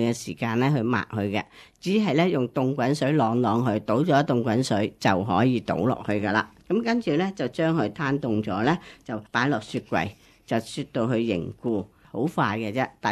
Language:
Cantonese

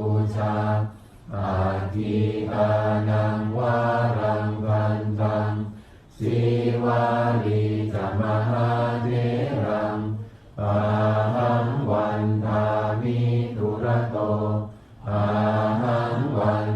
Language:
Pali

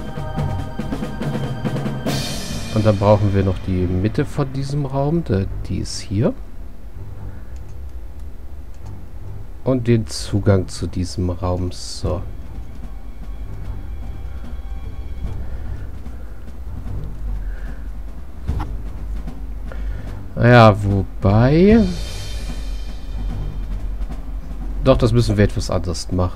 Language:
German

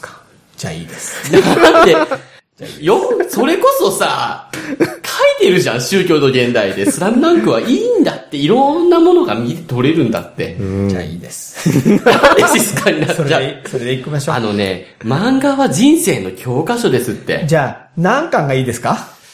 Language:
Japanese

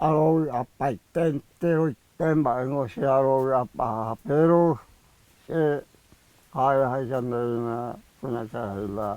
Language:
Guarani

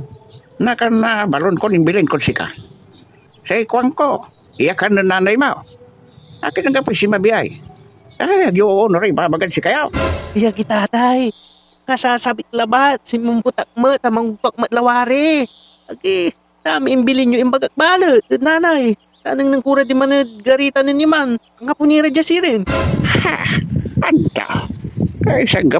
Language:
Pangasinan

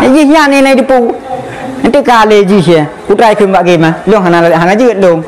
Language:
Achinese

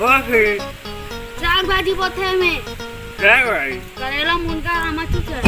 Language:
Chhattisgarhi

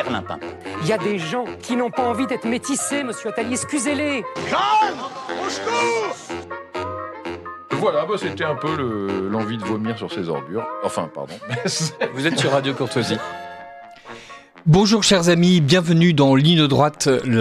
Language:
French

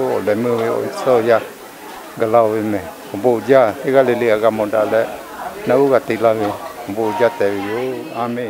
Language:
Lahu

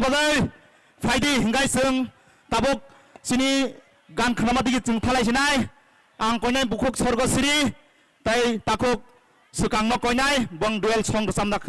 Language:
Kok Borok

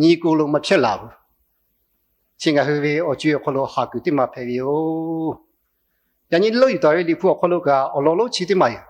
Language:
Lahu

